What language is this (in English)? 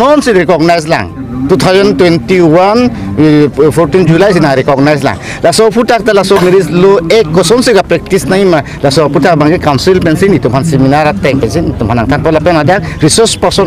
Karbi